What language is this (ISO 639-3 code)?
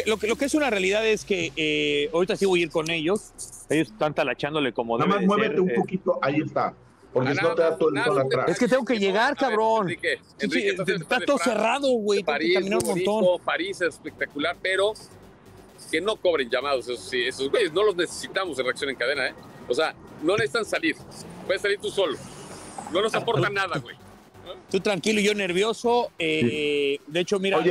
spa